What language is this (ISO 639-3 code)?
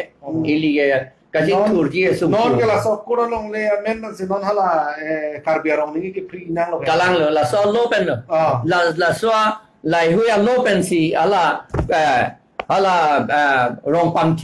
mjw